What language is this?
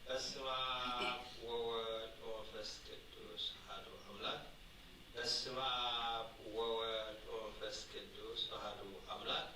Geez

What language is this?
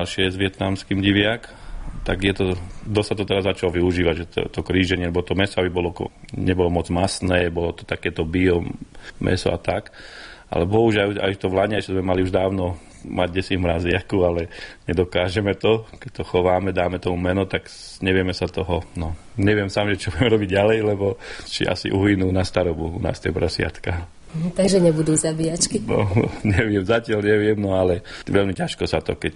Slovak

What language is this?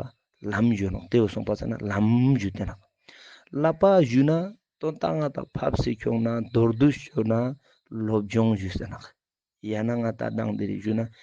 Ladakhi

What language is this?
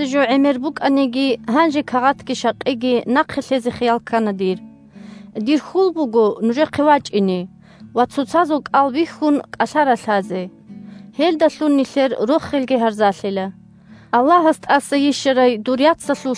Avaric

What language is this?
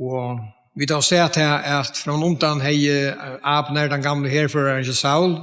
Faroese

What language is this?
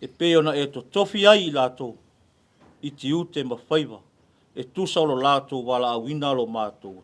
Samoan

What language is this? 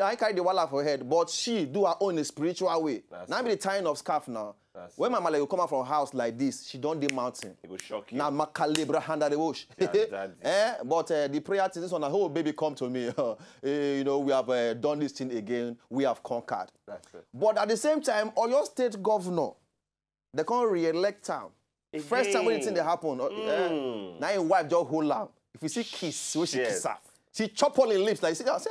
Nigerian Pidgin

